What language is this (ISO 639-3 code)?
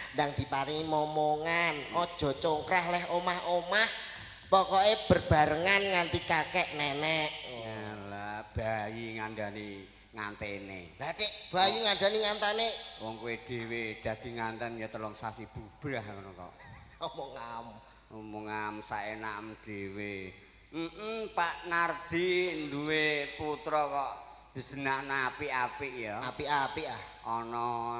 jav